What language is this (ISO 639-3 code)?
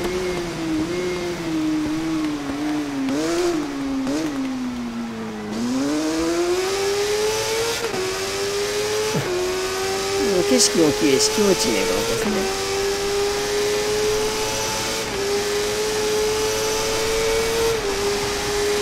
jpn